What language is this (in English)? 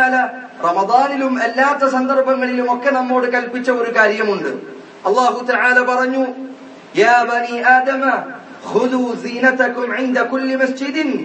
Malayalam